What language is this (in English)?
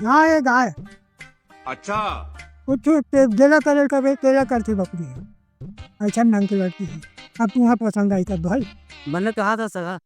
Chhattisgarhi